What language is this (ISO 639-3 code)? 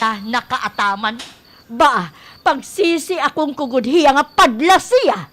war